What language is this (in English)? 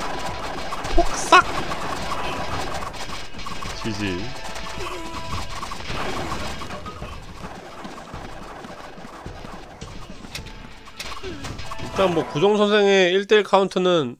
Korean